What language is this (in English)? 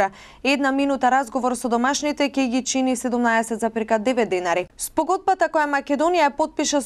Macedonian